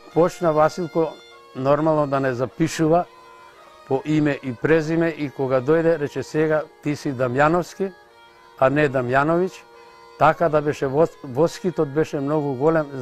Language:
Macedonian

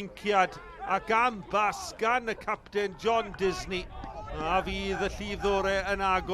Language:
Welsh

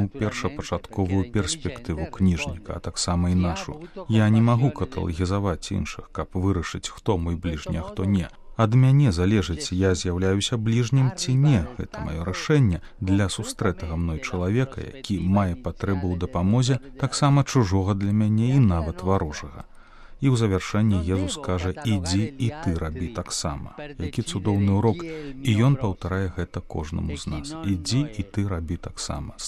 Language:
Belarusian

